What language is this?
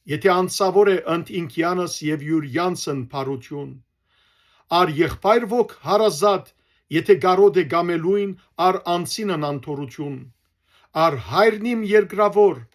Western Armenian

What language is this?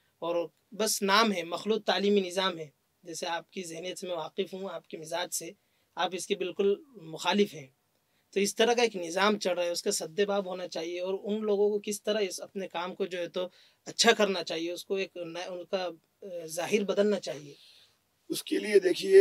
Urdu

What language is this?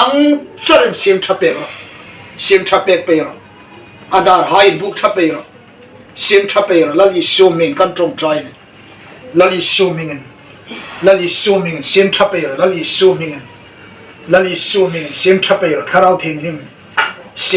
Hmar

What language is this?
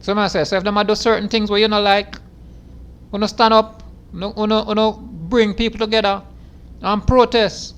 Jamaican Creole English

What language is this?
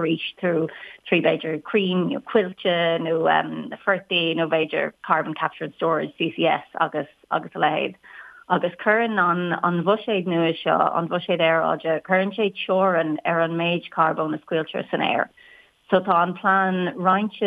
Irish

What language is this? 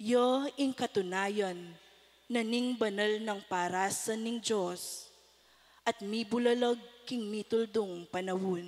Pampanga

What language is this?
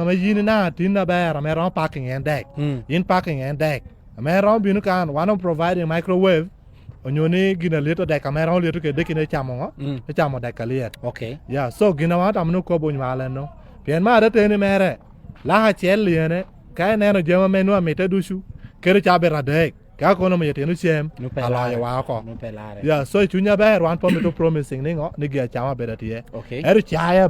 Lango (Uganda)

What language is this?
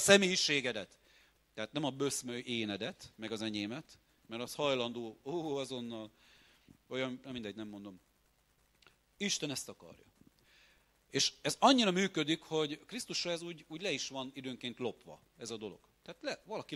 Hungarian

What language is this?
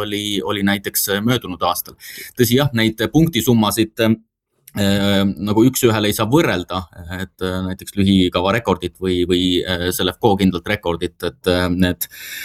Estonian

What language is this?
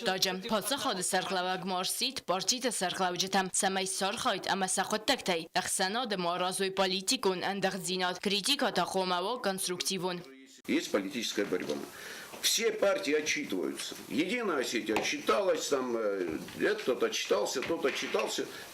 Ossetic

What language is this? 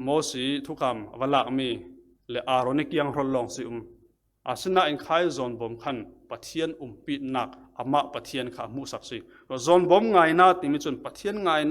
Falam Chin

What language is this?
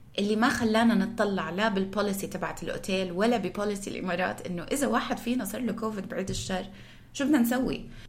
North Levantine Arabic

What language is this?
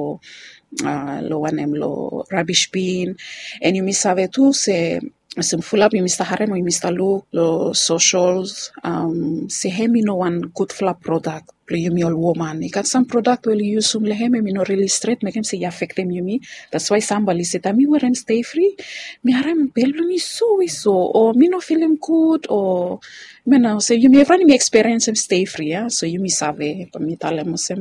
Bislama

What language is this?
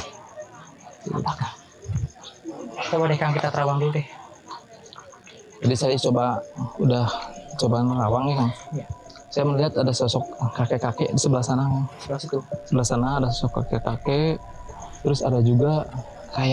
Indonesian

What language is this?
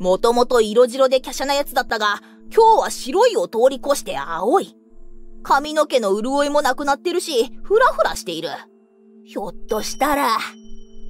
Japanese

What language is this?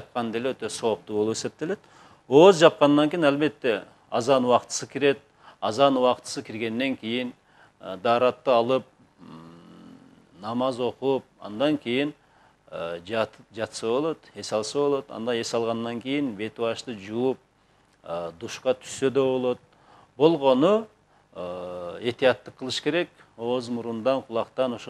Kyrgyz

